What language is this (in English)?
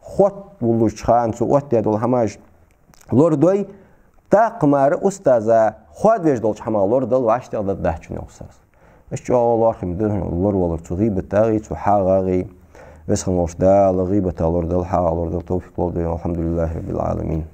Ingush